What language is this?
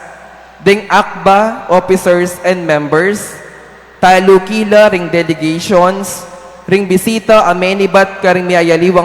Pampanga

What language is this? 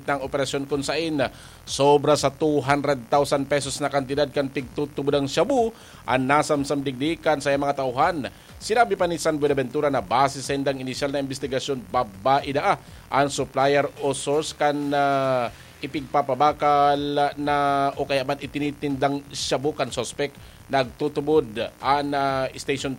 Bikol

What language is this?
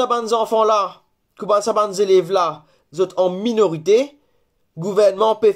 Morisyen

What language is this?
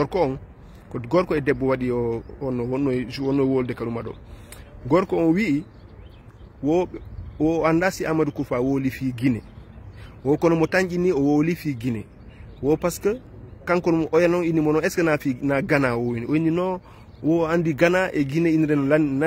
Fula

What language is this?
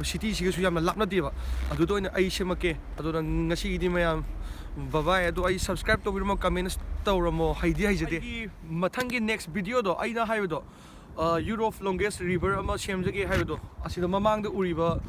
Manipuri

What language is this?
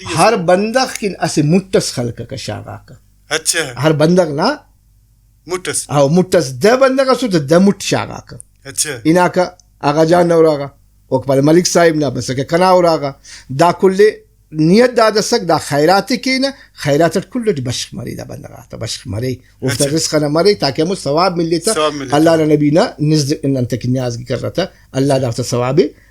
Brahui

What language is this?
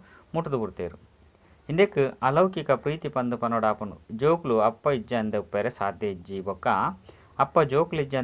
Tulu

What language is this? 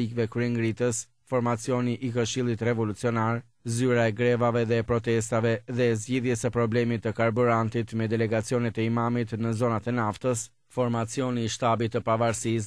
Albanian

